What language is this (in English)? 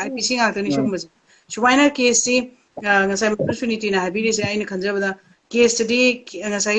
Manipuri